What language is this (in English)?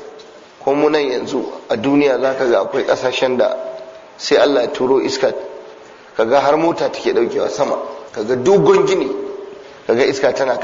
Hausa